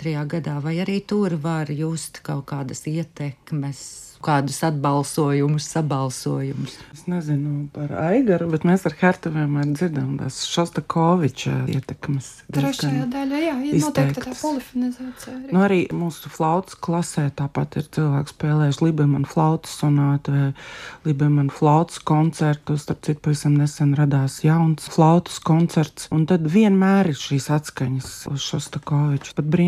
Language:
Latvian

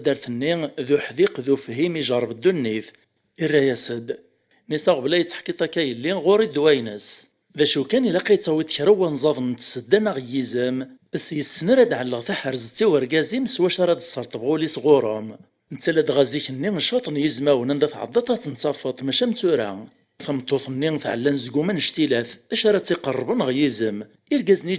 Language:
Kabyle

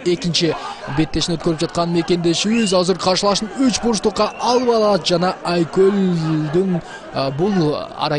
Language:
Kyrgyz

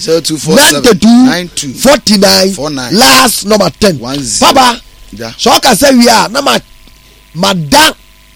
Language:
Akan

